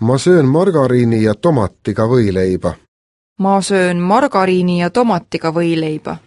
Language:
Estonian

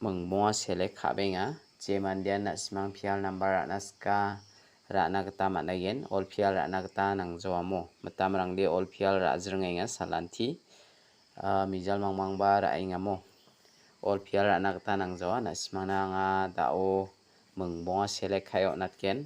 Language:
Garo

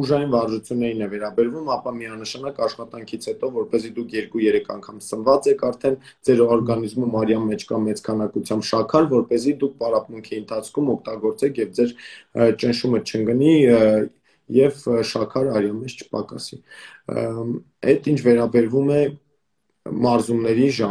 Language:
Armenian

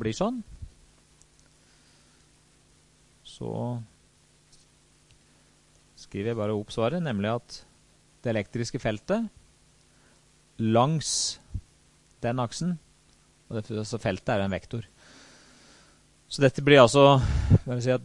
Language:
Norwegian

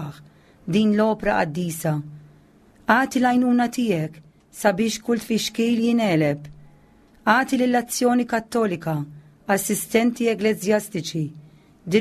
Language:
Maltese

